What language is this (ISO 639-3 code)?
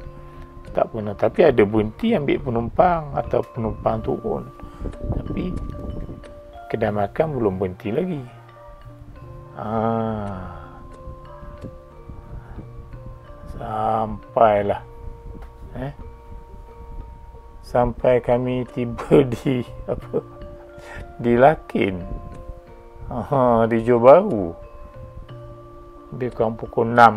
msa